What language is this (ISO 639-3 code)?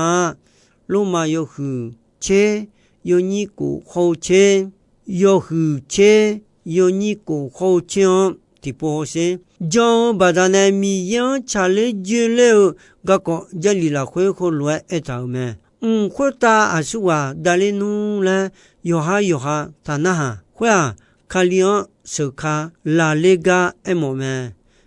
ahk